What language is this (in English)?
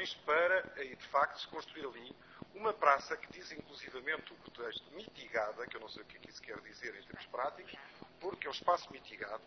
Portuguese